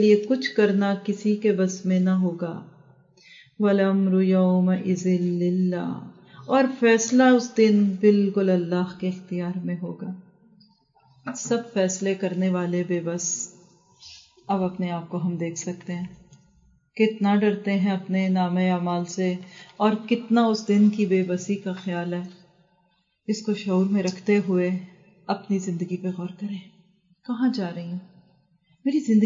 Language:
Urdu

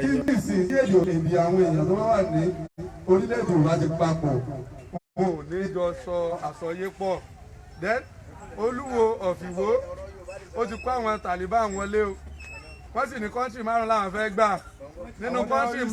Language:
Yoruba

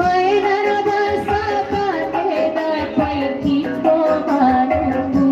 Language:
Minangkabau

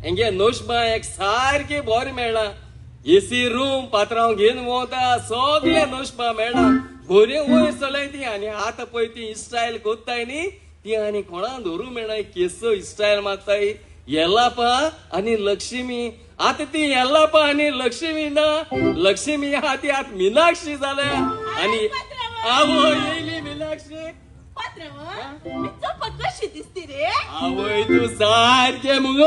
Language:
Konkani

